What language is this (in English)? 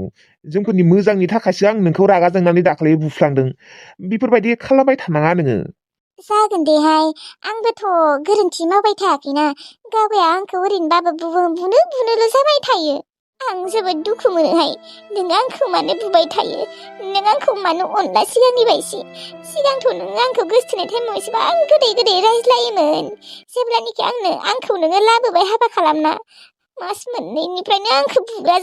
Bodo